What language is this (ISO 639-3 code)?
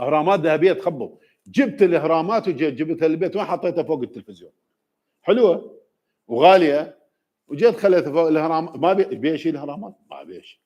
acm